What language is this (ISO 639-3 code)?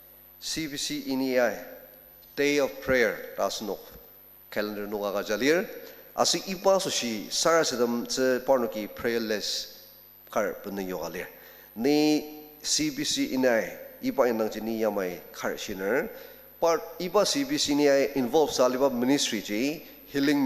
njo